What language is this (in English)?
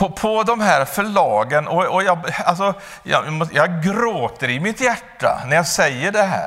Swedish